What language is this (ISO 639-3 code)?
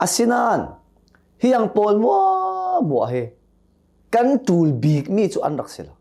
cnh